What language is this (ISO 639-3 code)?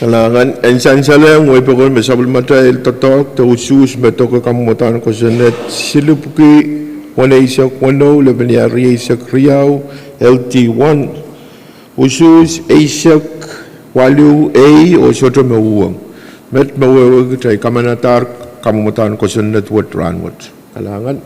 pon